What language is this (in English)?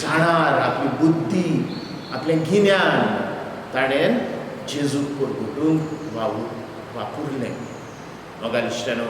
Konkani